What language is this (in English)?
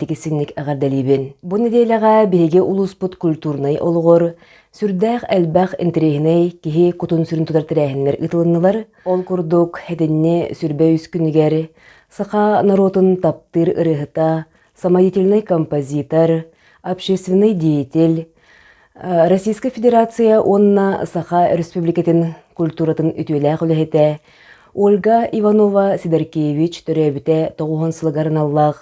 Yakut